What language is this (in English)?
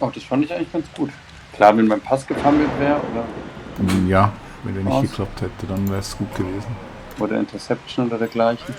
Swiss German